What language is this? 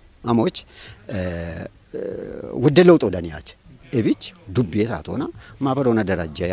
Kafa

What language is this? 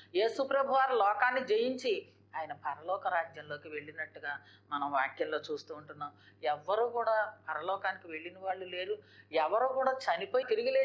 Telugu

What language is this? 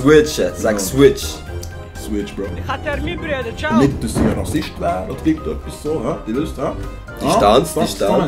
Swiss German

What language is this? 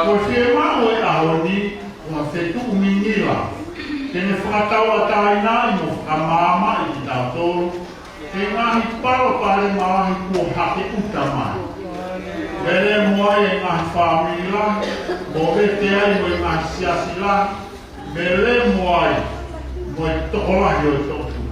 Tongan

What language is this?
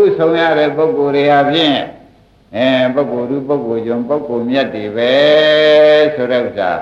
Burmese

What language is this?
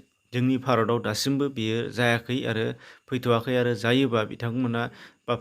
Bodo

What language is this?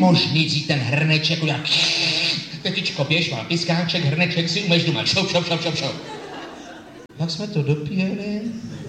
Czech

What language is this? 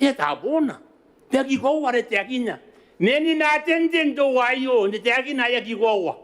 Gilbertese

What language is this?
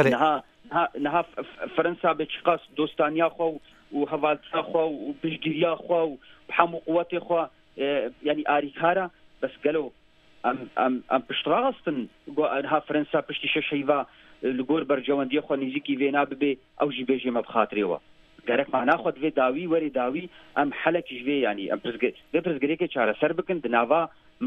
Kurdish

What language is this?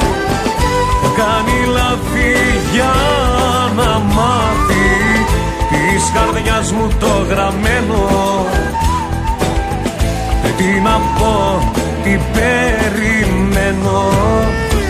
Greek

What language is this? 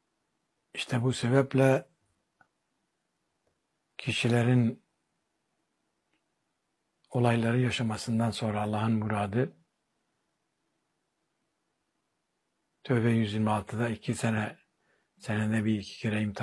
Turkish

